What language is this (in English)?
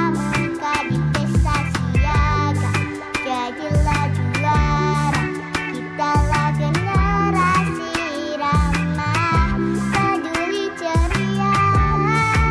Indonesian